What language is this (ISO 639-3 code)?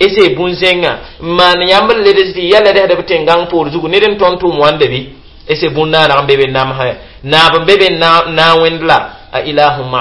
mos